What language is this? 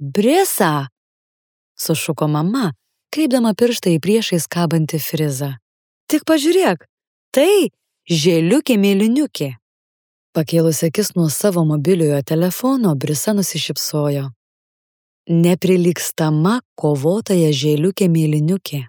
Lithuanian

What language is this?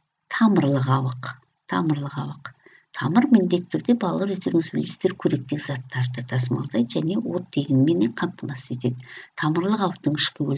Kazakh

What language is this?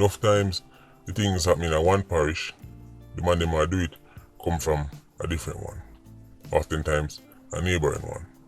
Jamaican Creole English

